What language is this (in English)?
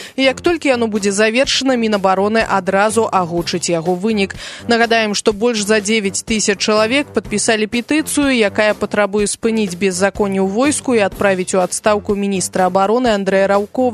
Belarusian